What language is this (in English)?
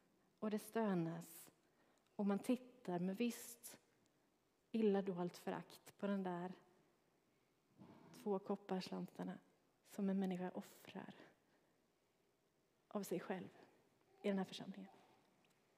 Swedish